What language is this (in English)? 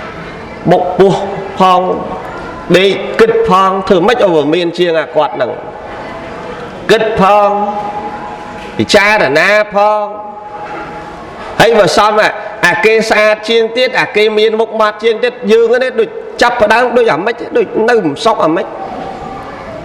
Khmer